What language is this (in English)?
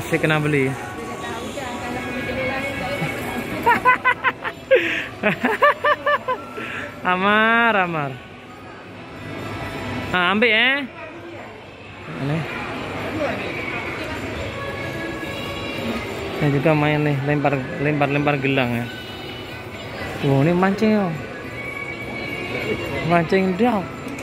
Malay